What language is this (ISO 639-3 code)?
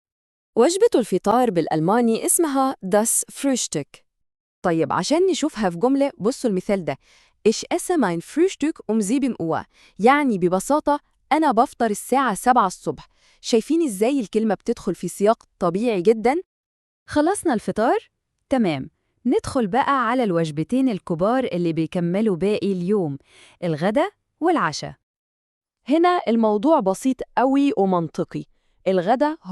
arz